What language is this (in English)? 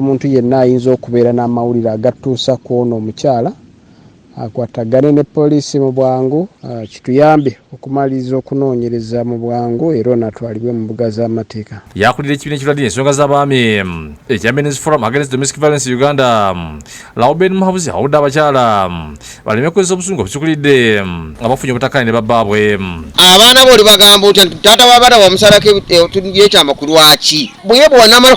Ganda